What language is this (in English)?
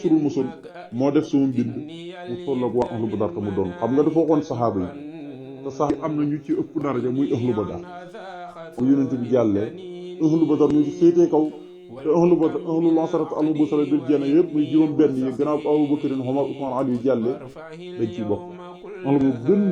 Wolof